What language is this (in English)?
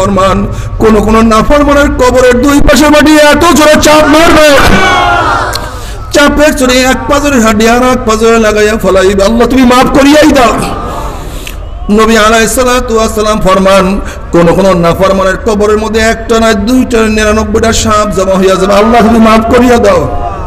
Bangla